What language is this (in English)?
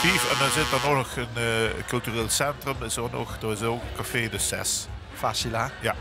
Limburgish